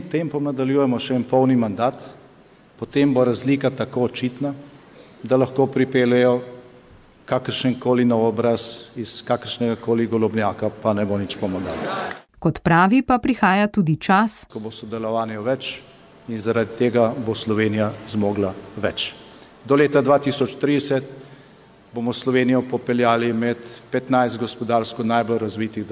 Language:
Slovenian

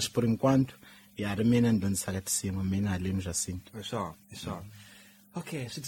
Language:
Tsonga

